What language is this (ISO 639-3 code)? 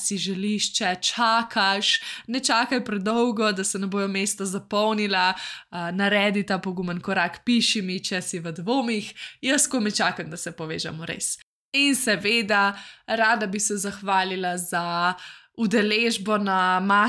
slv